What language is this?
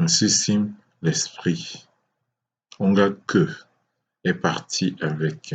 Ewondo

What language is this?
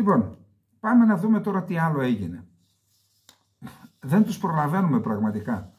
Greek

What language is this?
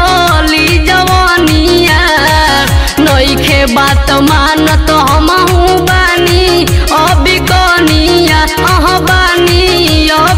Bhojpuri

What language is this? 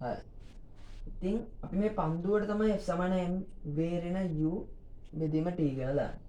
Sinhala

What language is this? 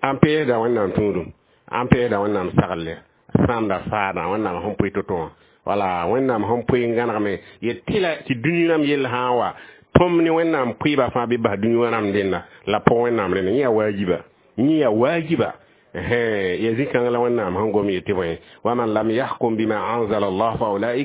Mossi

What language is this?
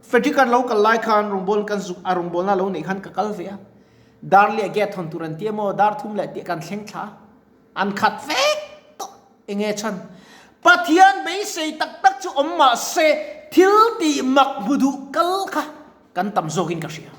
Mizo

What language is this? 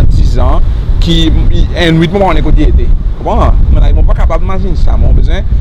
Seselwa Creole French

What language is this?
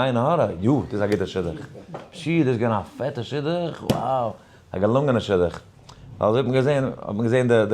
Yiddish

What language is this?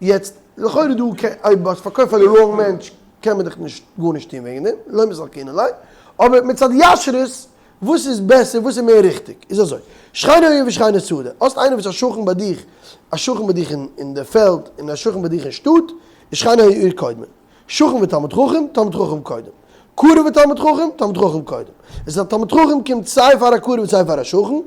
Yiddish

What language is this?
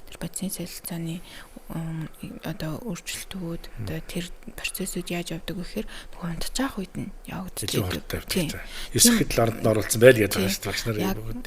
Mongolian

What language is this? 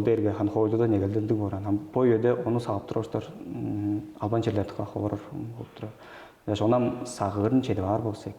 Tuvinian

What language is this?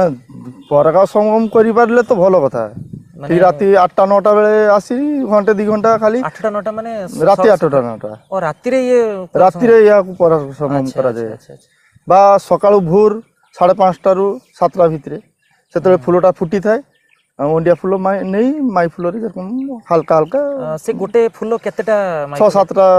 Odia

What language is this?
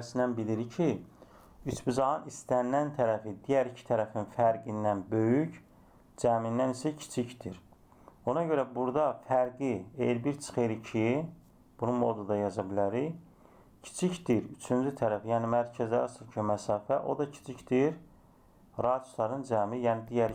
Azerbaijani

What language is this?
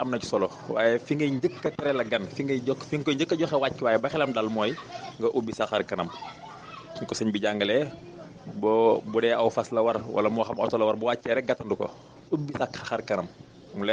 Wolof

